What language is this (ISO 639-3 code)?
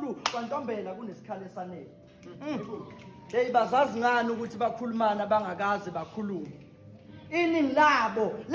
zul